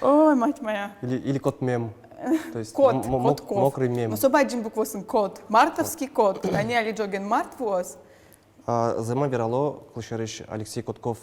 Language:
Udmurt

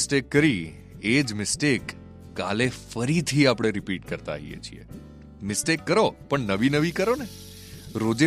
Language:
Gujarati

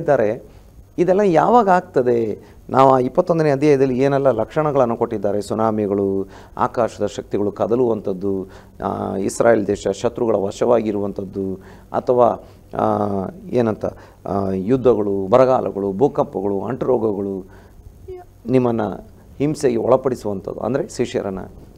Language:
Kannada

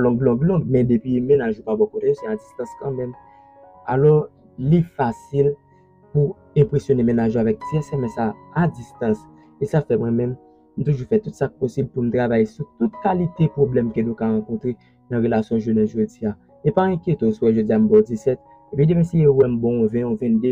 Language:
Haitian Creole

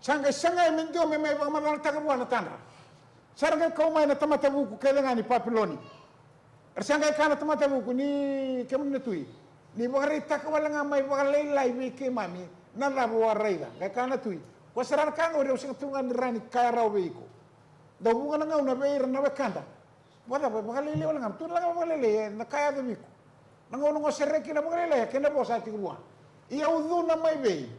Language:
Fijian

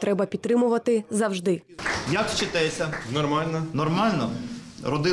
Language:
Ukrainian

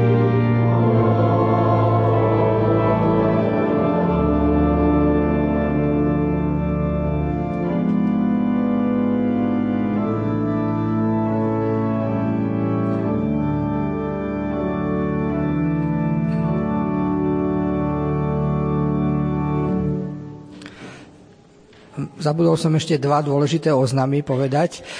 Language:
Slovak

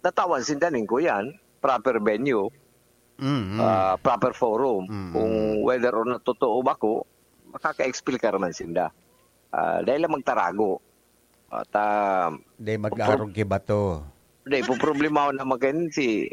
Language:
Bikol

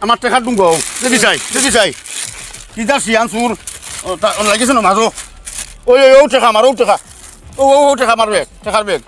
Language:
Sylheti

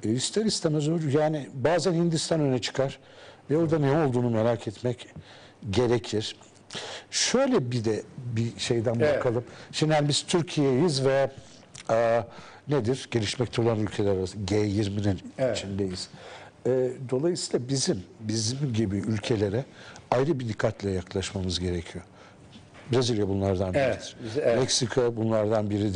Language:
Turkish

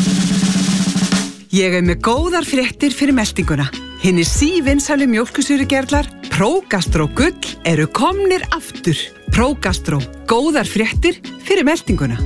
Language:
Icelandic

